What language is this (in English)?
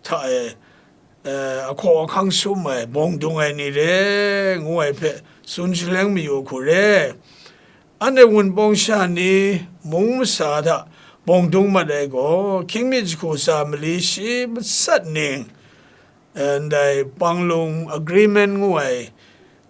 Kachin